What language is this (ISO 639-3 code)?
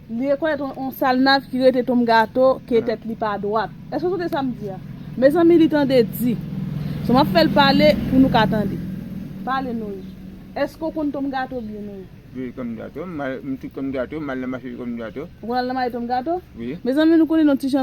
hat